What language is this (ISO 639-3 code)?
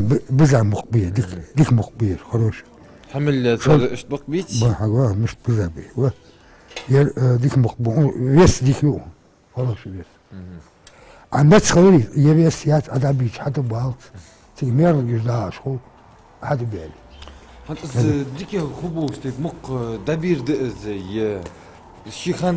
inh